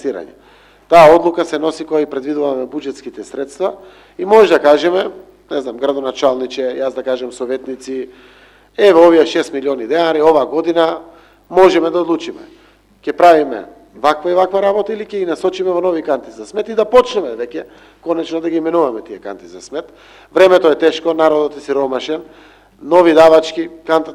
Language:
Macedonian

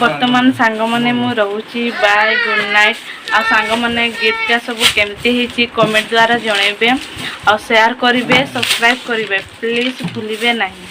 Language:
Odia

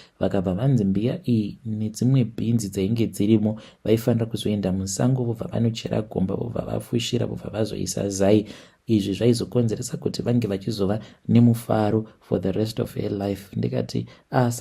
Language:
Shona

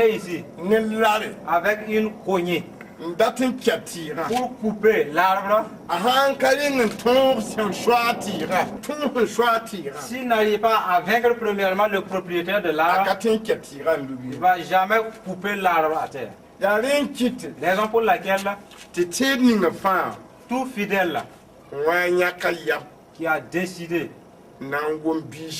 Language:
Mossi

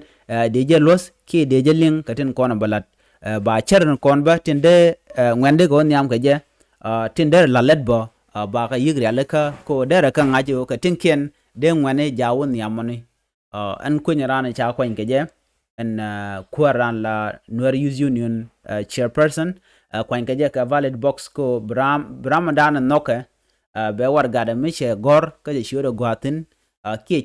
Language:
Nuer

